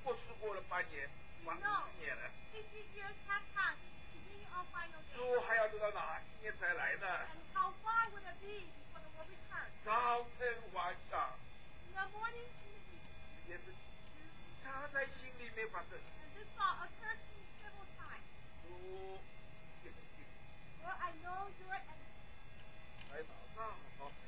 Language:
Chinese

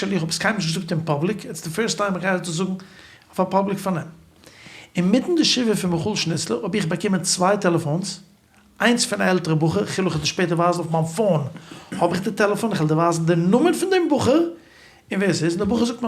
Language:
Yiddish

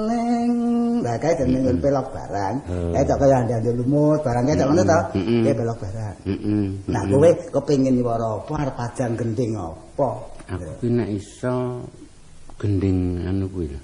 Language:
Javanese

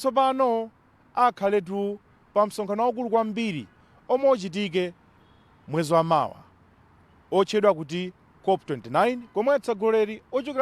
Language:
Nyanja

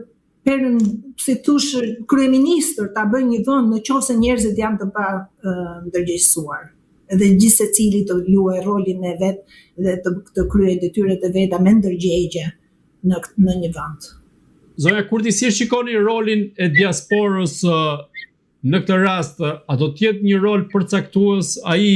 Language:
Albanian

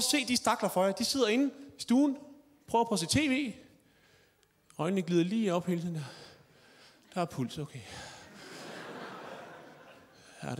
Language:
Danish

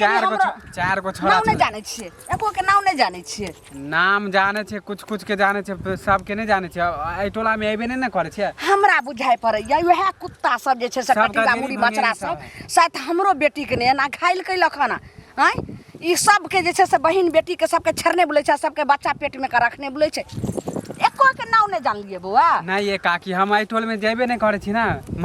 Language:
Maithili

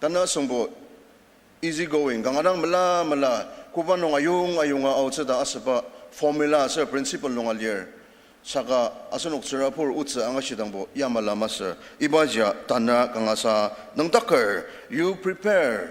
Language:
Ao Naga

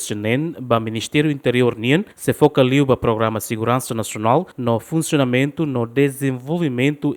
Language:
Tetum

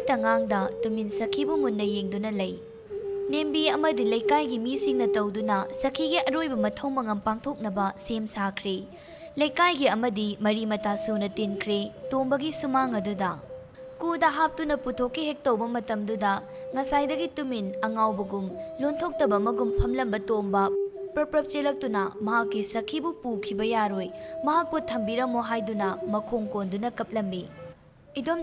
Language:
Manipuri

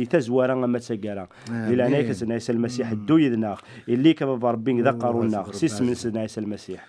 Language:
Kabyle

